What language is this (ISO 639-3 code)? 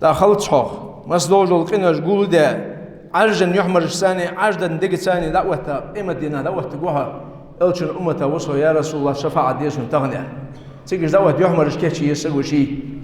inh